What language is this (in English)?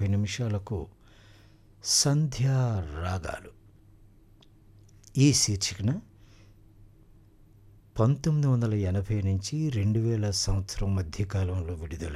Telugu